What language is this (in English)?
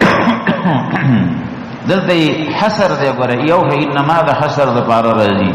Pashto